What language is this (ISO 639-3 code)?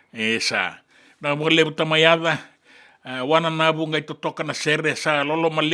fij